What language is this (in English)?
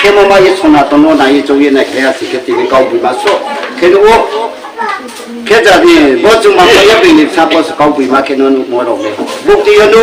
Riang (India)